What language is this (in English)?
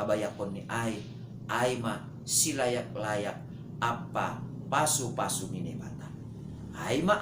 Batak Simalungun